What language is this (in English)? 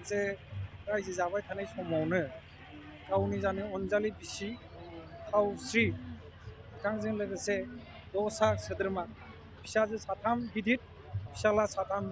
Bodo